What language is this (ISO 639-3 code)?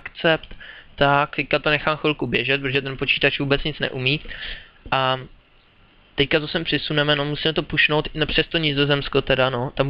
ces